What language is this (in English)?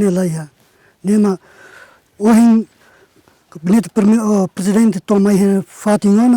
Tetum